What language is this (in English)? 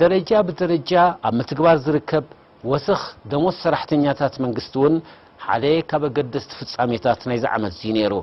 Tigrinya